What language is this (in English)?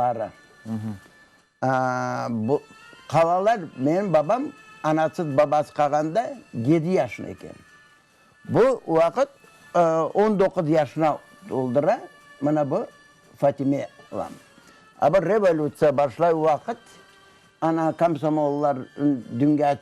Crimean Tatar